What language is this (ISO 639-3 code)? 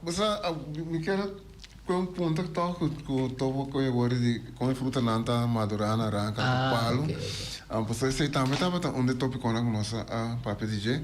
pap